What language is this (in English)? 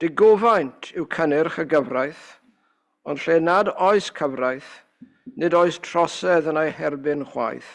Welsh